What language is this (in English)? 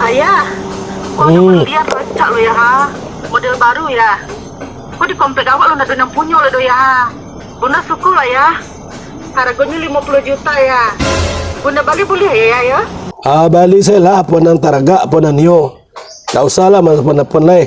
Minangkabau